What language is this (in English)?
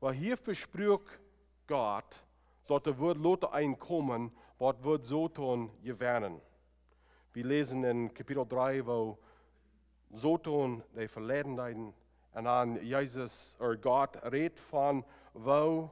Plautdietsch